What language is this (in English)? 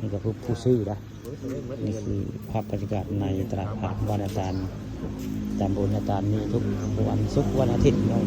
Northeastern Thai